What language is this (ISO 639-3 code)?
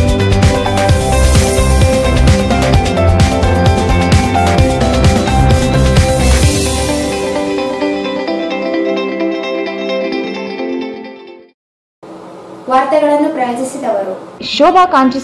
kan